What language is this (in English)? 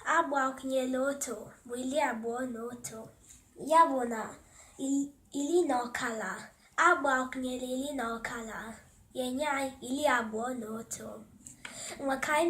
Igbo